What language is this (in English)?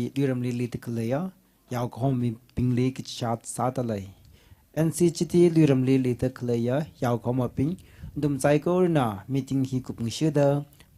Tangkhul Naga (India)